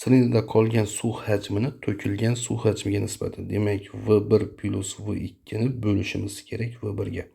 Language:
Uzbek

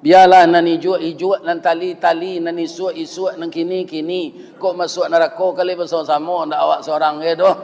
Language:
Minangkabau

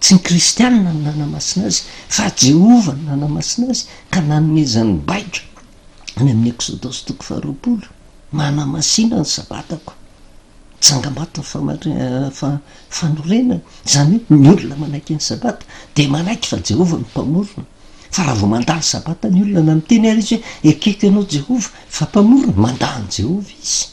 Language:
Malagasy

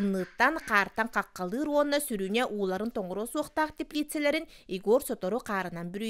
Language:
Yakut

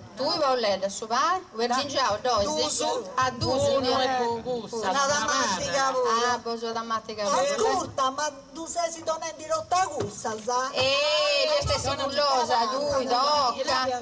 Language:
Sardinian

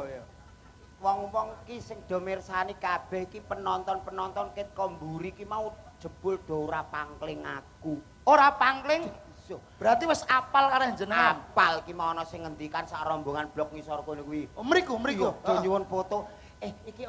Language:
Javanese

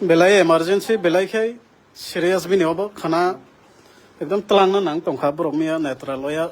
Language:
Kok Borok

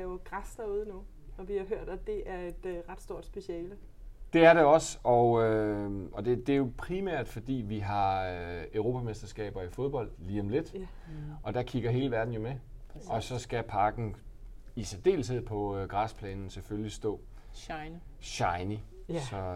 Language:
Danish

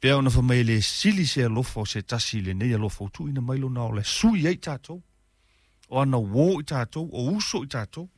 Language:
Samoan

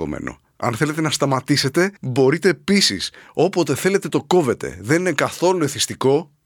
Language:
Greek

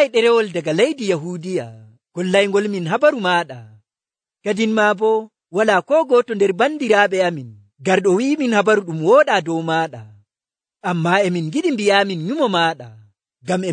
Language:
Nigerian Fulfulde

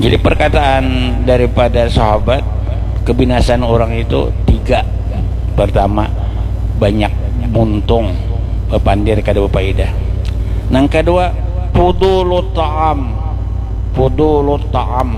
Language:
Banjar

